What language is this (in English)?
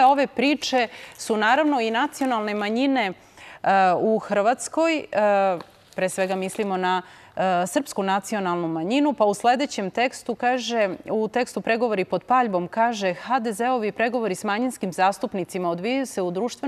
Serbian